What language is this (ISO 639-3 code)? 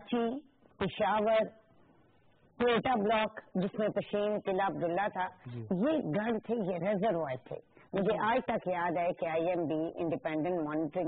urd